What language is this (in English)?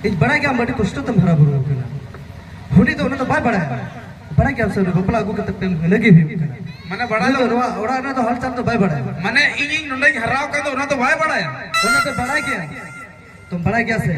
Santali